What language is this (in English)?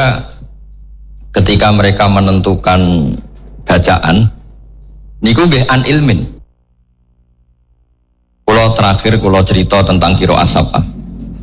Indonesian